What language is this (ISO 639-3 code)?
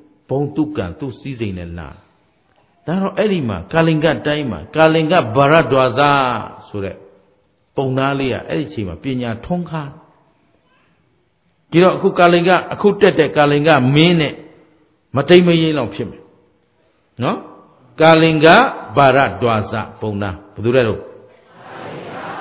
mya